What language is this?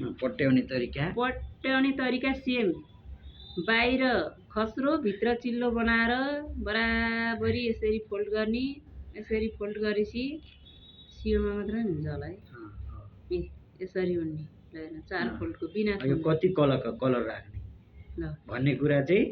Nepali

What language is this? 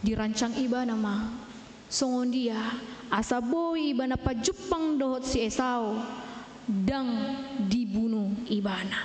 Batak Toba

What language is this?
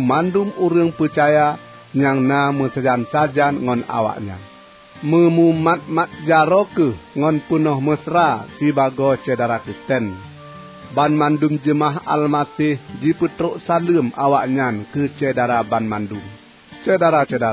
Achinese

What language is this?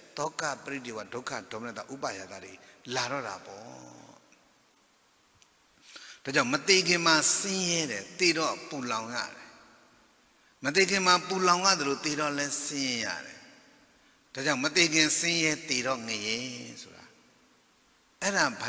Burmese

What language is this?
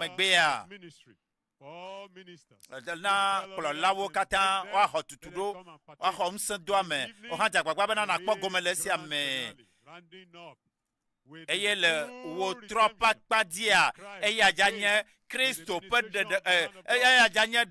Ewe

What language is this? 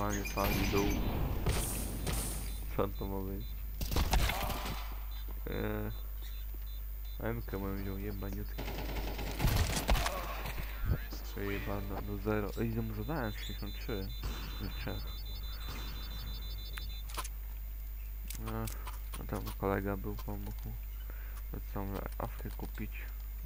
Polish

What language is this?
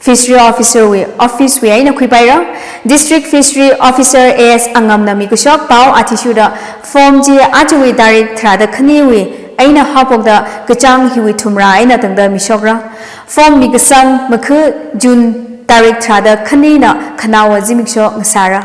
Tangkhul Naga (India)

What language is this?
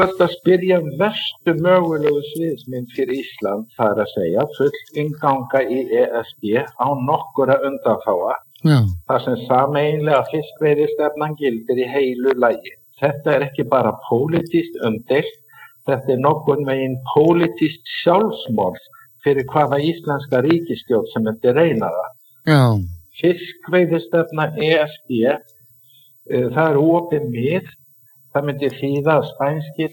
Icelandic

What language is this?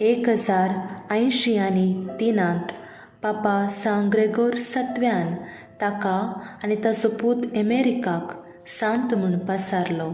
Konkani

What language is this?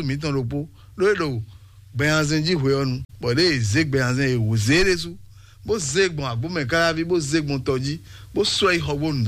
Fon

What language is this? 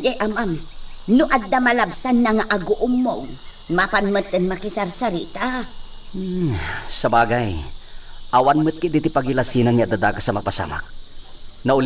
Iloko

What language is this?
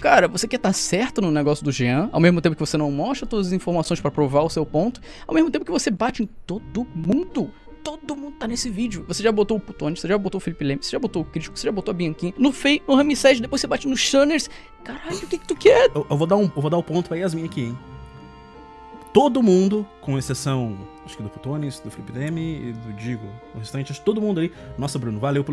Portuguese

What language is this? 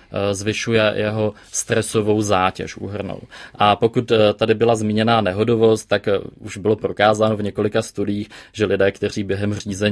Czech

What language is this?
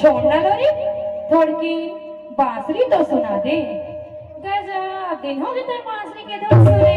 Chhattisgarhi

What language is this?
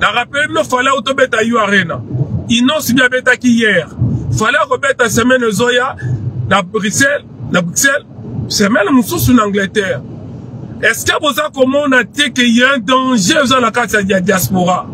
Lingala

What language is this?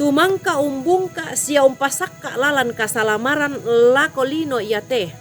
Toraja-Sa'dan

